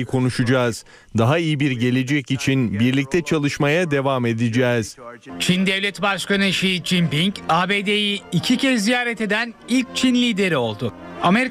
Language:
Turkish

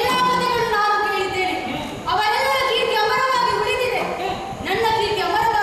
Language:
Kannada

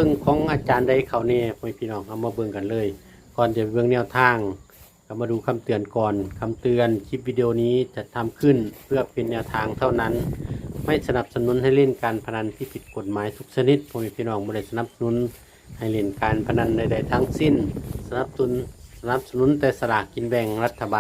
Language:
Northeastern Thai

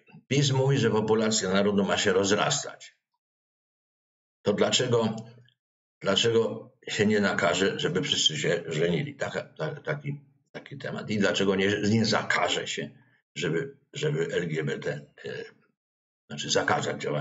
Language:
Polish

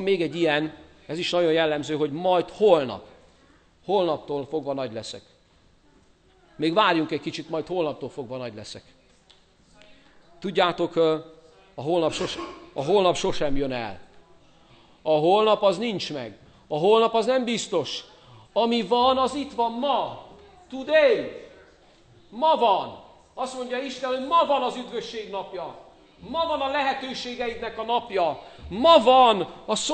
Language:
Hungarian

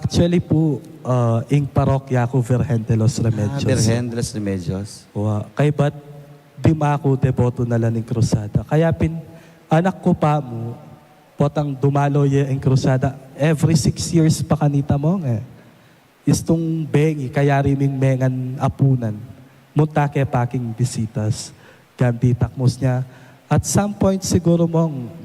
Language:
Pampanga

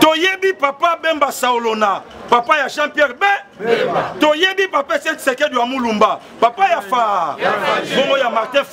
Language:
Lingala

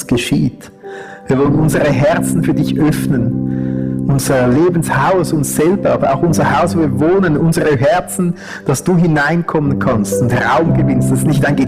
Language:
Swiss German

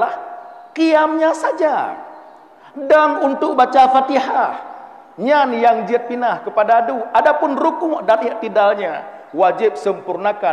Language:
Achinese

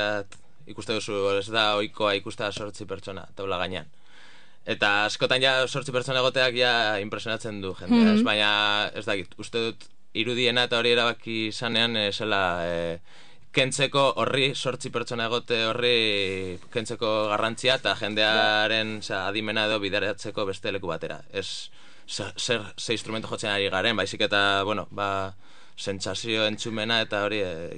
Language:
Basque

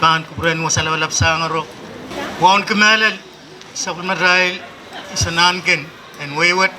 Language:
Pohnpeian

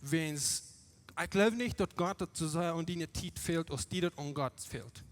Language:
Plautdietsch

